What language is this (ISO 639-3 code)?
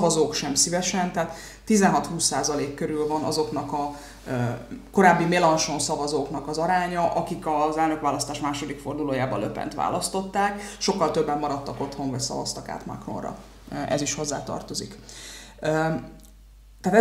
hun